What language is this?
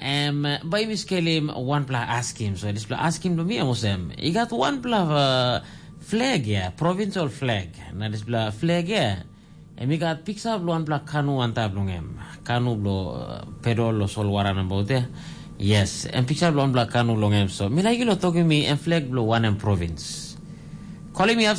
Tok Pisin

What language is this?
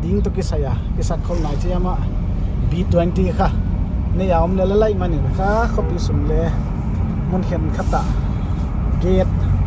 Paite Chin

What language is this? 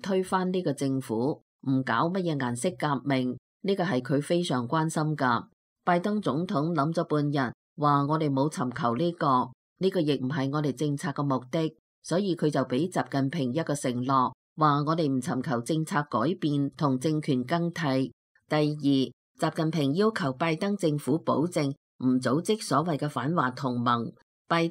Cantonese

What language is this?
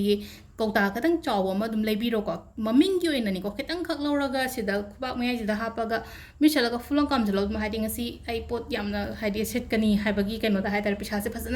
Manipuri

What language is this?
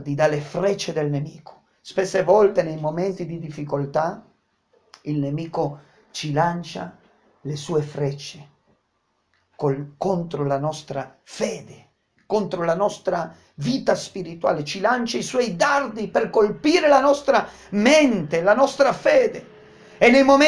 Italian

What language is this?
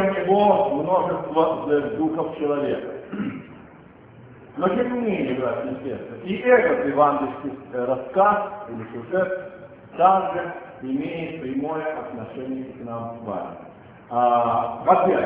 Russian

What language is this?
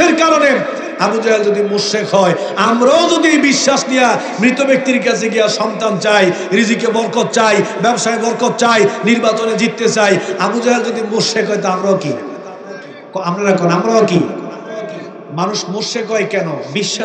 Bangla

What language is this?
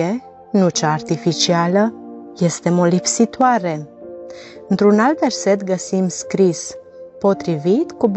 Romanian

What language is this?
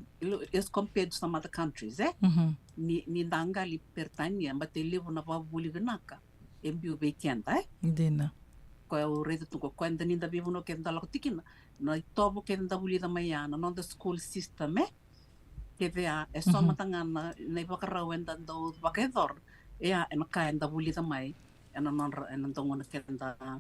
Fijian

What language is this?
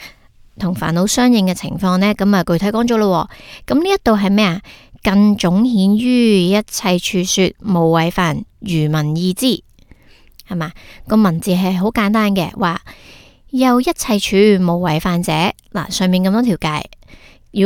Cantonese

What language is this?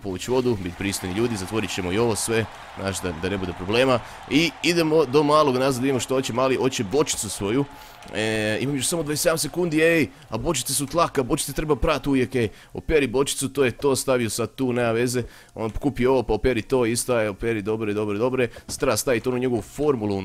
Croatian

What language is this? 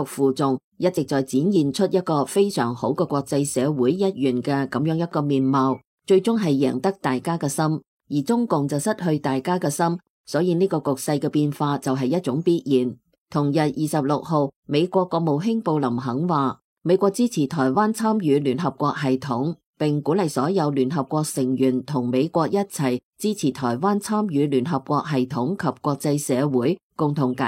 Cantonese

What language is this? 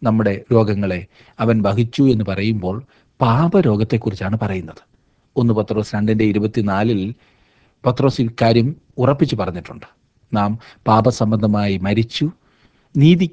Malayalam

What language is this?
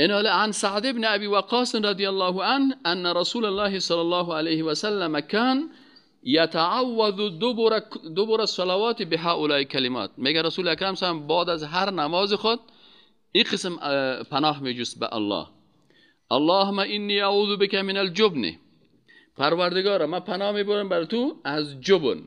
Persian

